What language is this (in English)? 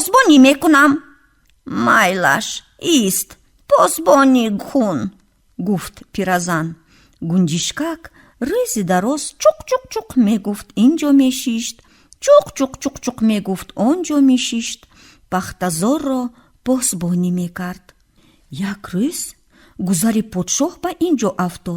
Tajik